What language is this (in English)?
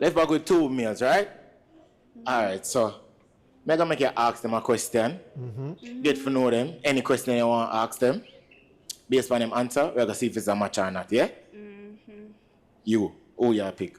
Jamaican Creole English